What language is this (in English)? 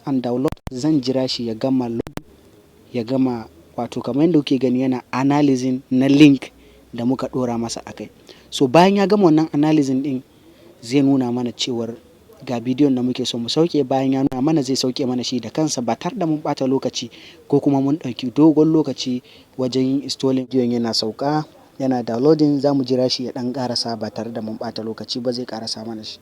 Hausa